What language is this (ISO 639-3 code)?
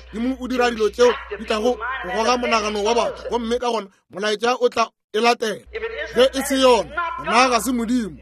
nso